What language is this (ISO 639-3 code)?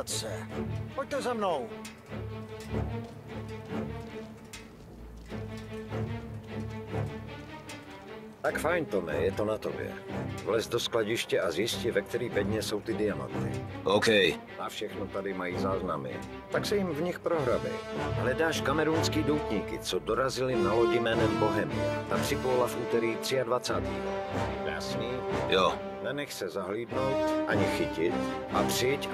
ces